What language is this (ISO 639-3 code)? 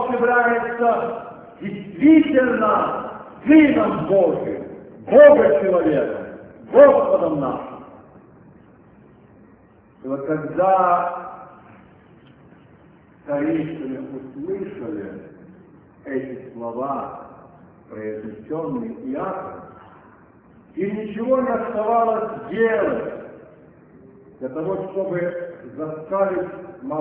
rus